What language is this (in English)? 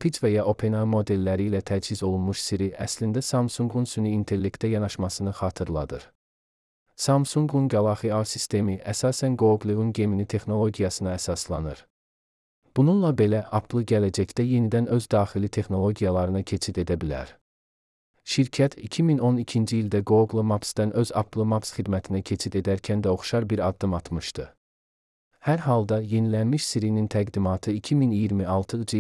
Azerbaijani